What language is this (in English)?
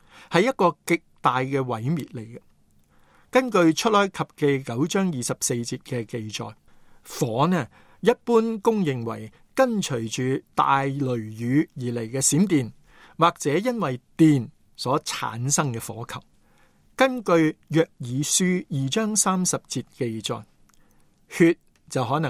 Cantonese